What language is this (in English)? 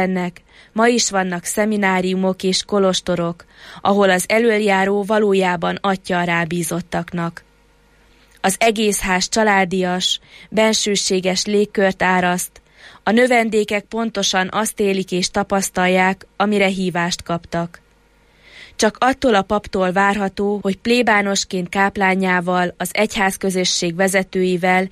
Hungarian